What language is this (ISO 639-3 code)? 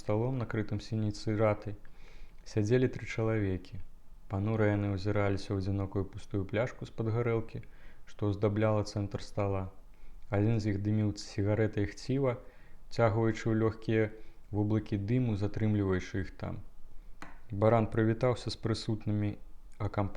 bel